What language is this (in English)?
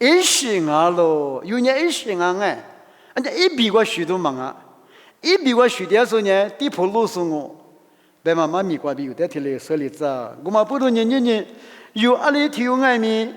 Lisu